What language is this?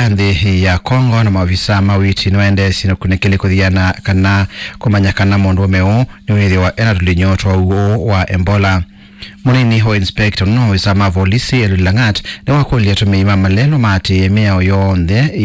Kamba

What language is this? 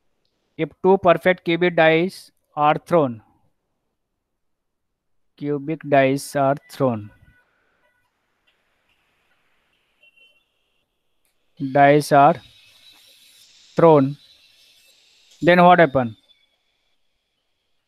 English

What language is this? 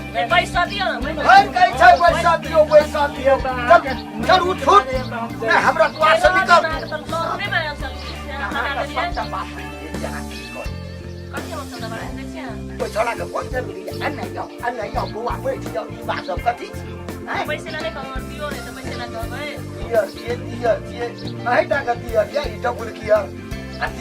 Maithili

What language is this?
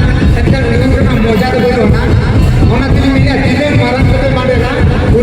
Santali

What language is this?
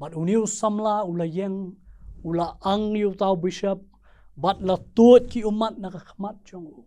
Khasi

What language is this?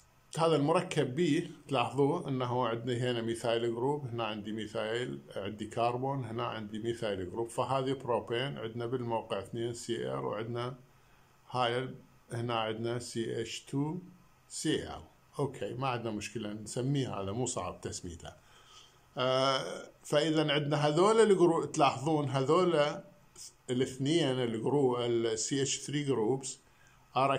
Mesopotamian Arabic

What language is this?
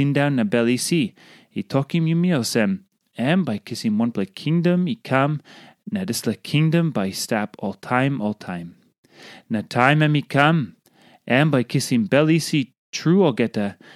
Tok Pisin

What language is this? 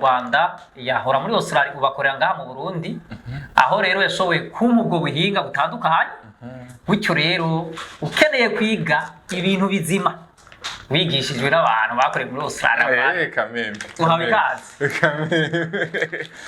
Rundi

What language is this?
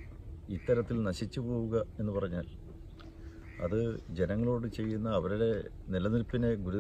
Malayalam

